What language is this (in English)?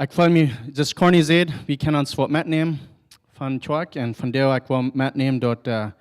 Plautdietsch